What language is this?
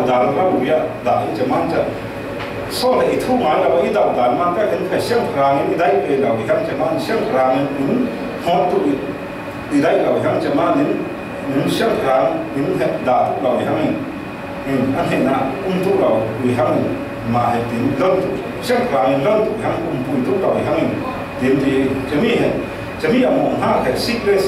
Falam Chin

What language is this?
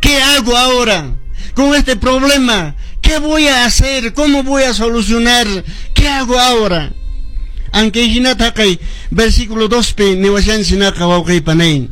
Quechua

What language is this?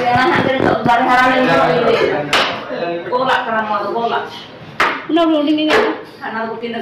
Santali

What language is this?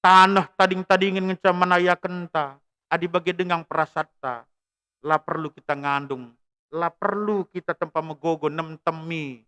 Batak Karo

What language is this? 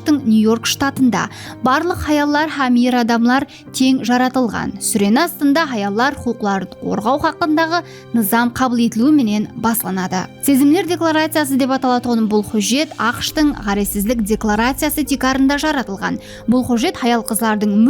Kara-Kalpak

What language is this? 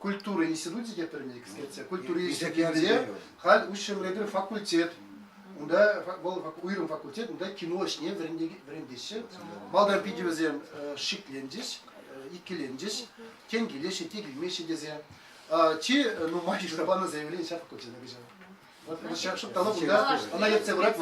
Chuvash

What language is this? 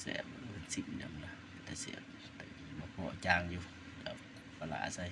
Northeastern Thai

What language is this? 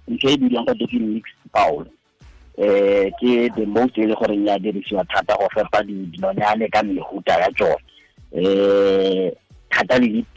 Tswana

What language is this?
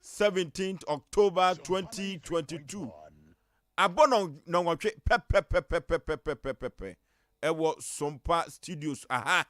Akan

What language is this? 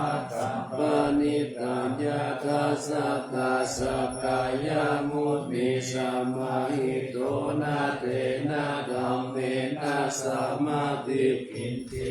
Pali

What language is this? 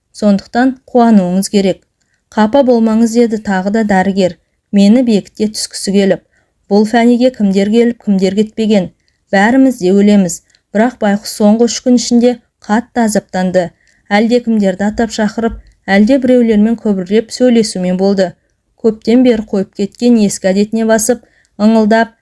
Kazakh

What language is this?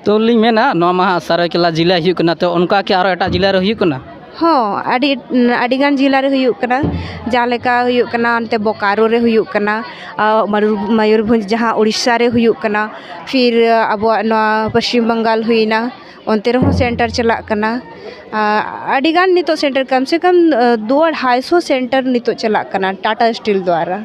Santali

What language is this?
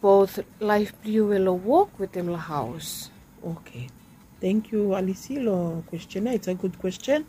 Bislama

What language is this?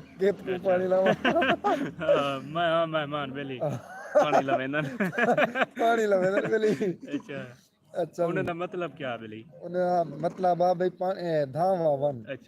Saraiki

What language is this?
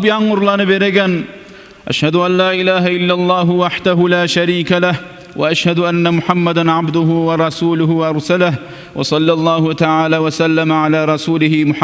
Kumyk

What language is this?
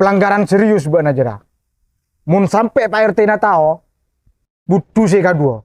Madurese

